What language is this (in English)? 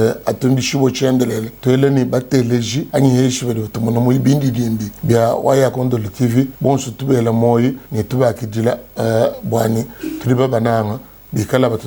Luba-Lulua